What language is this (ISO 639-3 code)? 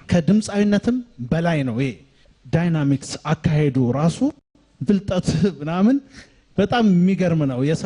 amh